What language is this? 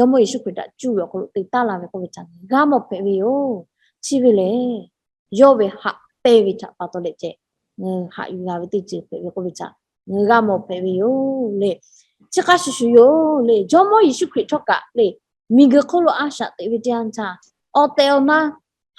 Lahu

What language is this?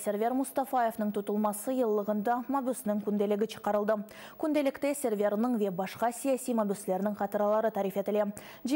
Crimean Tatar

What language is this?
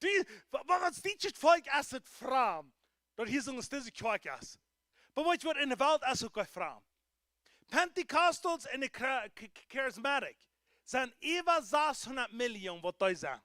Plautdietsch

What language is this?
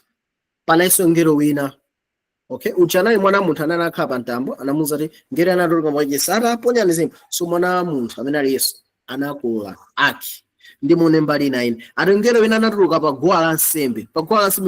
Nyanja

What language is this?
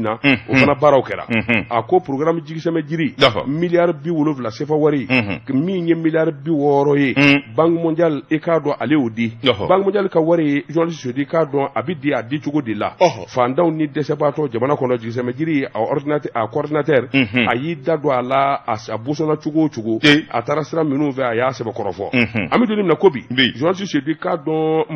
Bambara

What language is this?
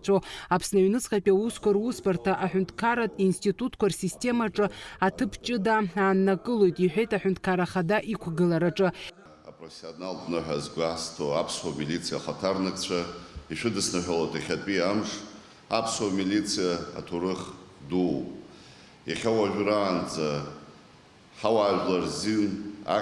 Abkhazian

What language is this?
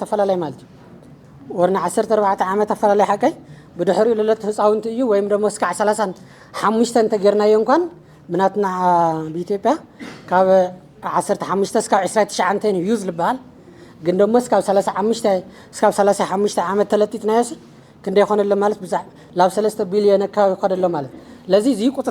Tigrinya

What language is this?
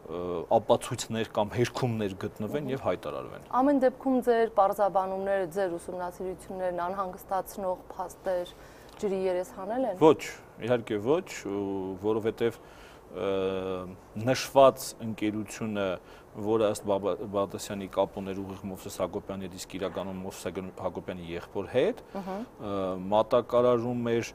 Armenian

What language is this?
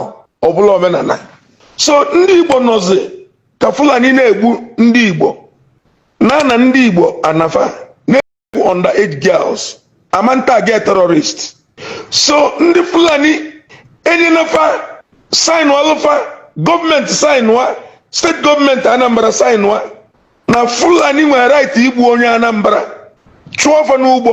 Igbo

